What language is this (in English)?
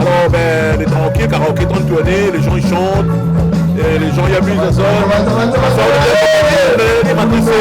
Réunion Creole French